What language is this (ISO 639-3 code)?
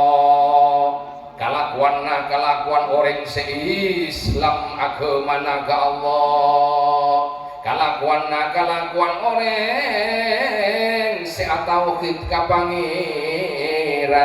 mad